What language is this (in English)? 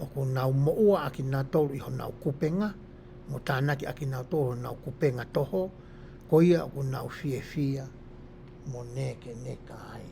Tongan